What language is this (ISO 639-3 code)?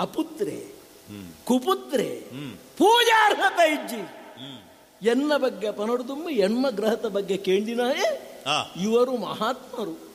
tcy